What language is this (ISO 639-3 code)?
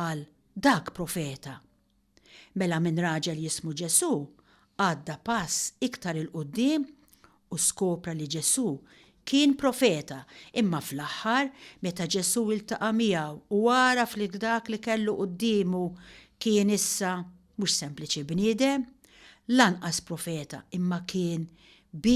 mlt